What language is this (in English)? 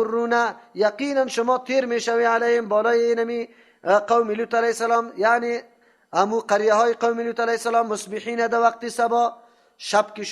Persian